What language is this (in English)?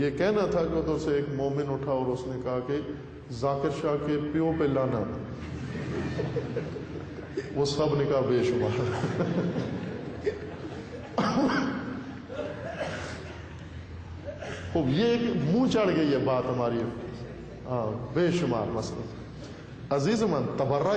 Urdu